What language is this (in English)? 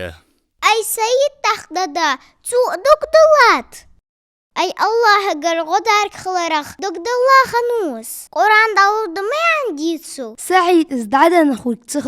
Ingush